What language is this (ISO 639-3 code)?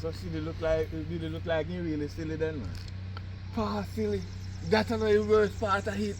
jam